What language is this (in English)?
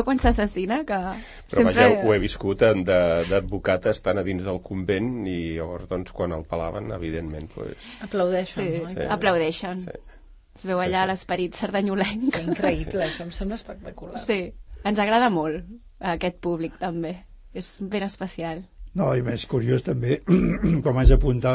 Catalan